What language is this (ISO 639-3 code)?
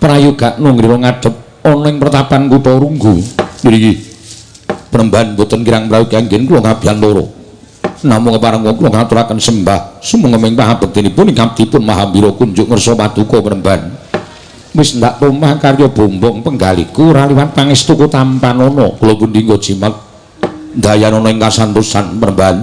jav